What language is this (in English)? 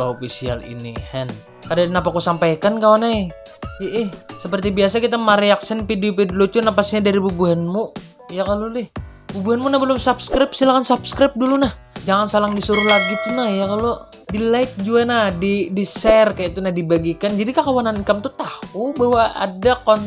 Banjar